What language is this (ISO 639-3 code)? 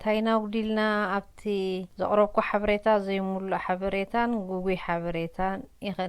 tir